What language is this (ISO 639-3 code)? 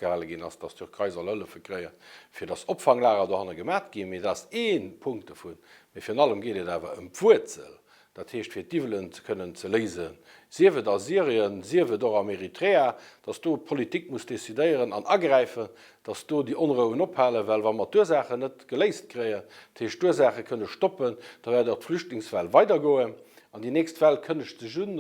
ltz